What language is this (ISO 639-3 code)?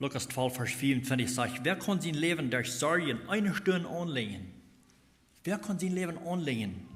pdt